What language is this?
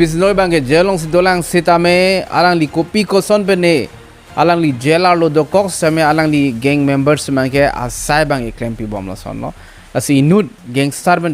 Karbi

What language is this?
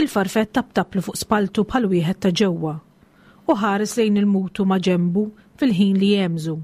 Maltese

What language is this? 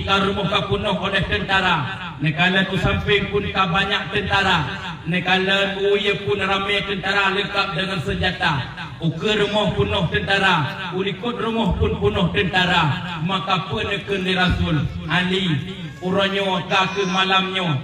Achinese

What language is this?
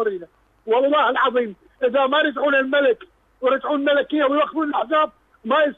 Mesopotamian Arabic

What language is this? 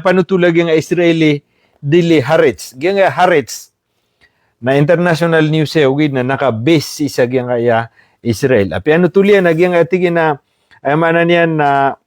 Maranao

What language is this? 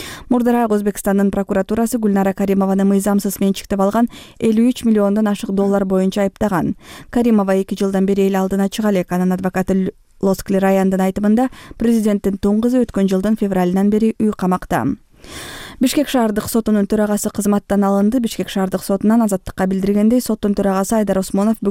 Kyrgyz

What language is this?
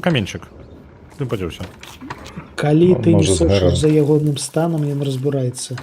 Belarusian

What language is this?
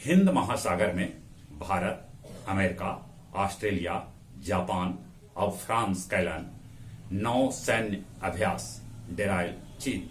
Magahi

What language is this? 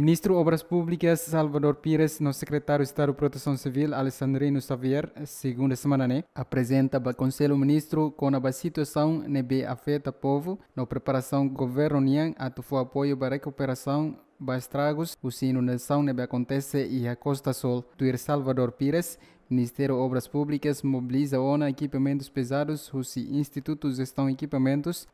Tetum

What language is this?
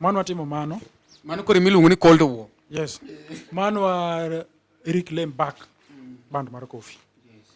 Luo (Kenya and Tanzania)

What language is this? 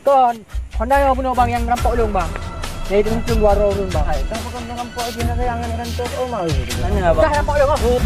Achinese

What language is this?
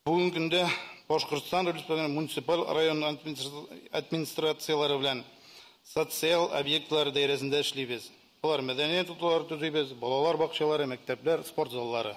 Tatar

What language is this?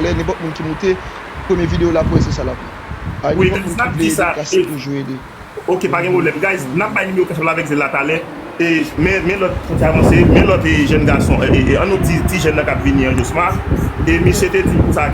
Haitian Creole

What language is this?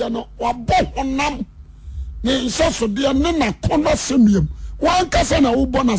Akan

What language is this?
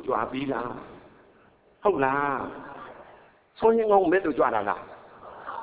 Burmese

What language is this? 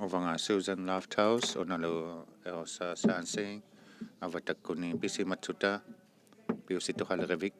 Inuktitut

